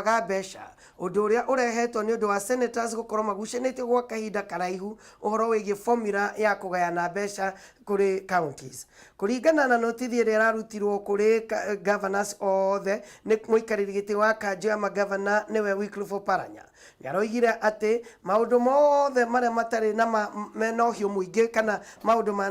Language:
Kikuyu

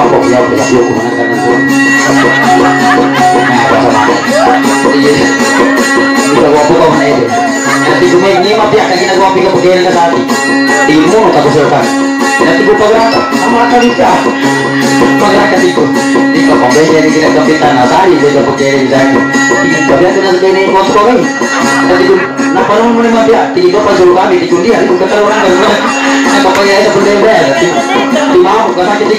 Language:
Indonesian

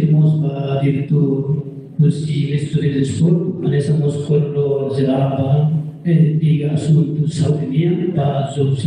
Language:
Tetum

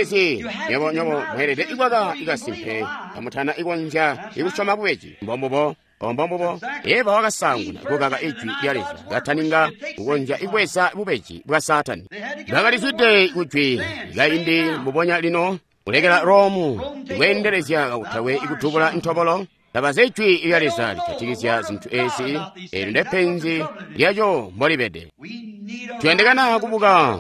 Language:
Tonga (Zambia)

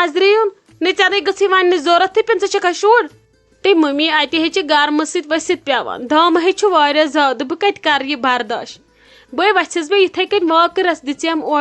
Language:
Kashmiri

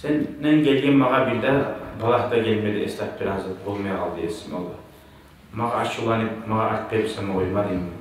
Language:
Kumyk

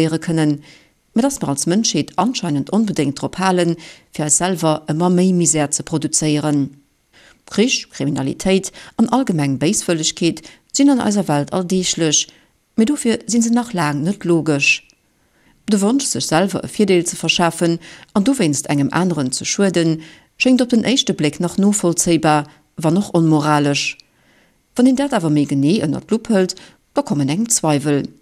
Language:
Luxembourgish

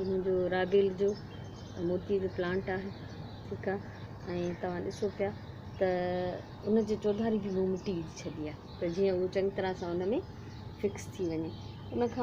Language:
Sindhi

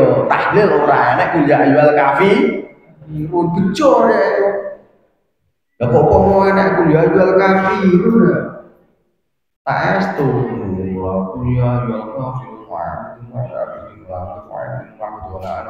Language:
Javanese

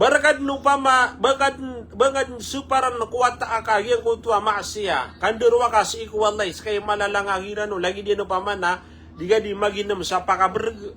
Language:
Maranao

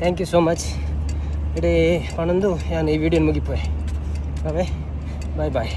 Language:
Tulu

